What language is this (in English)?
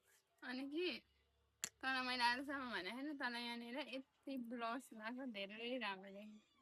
Nepali